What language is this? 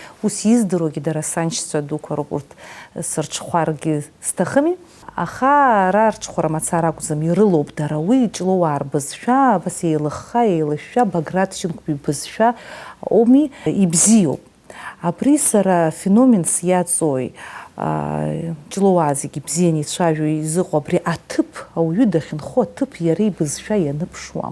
Abkhazian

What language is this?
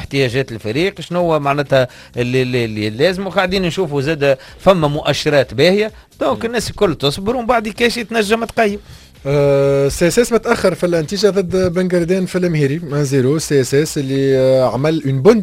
Tunisian Arabic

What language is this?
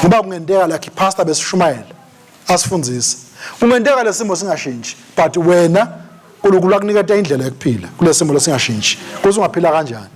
Swati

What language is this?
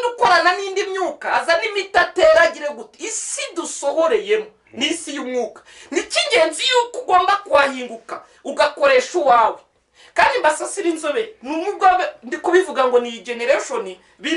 Kinyarwanda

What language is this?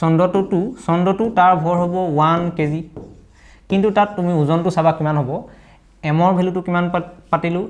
Assamese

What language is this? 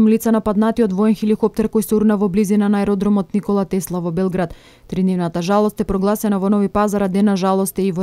Macedonian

